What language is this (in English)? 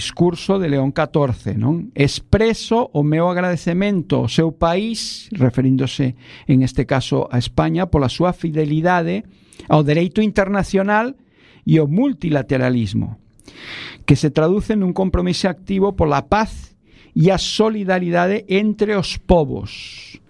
Galician